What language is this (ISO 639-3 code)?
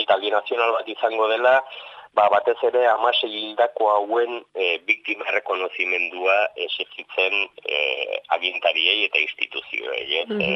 eus